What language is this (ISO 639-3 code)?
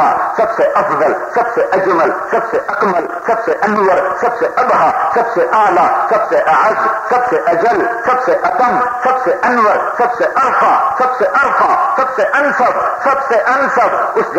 urd